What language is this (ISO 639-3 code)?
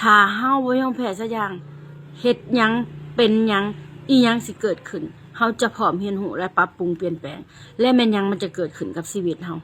lao